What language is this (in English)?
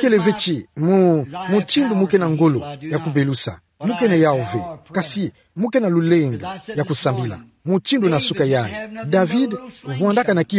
Kituba (Democratic Republic of Congo)